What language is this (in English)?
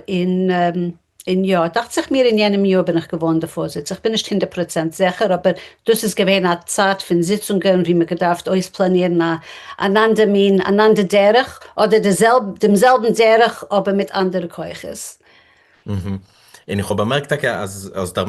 Yiddish